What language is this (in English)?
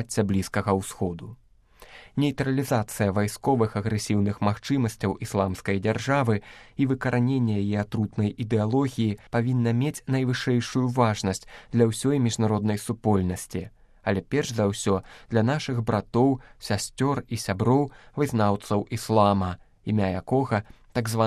Belarusian